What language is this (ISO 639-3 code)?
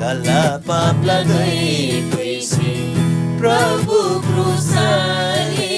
taj